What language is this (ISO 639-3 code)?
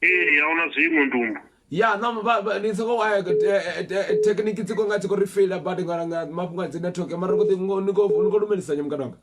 ven